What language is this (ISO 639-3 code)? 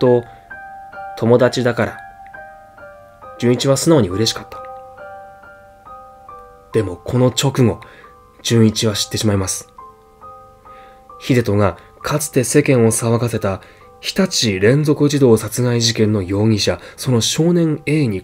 jpn